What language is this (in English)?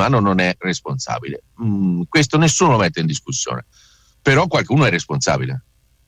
Italian